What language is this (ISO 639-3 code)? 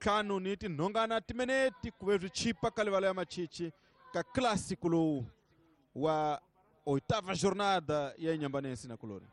tso